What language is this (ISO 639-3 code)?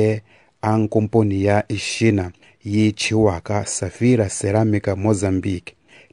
tso